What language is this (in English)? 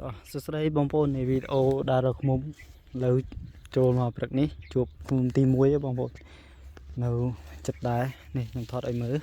Khmer